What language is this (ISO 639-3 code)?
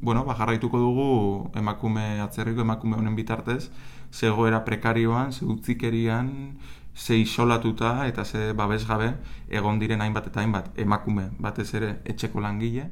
eus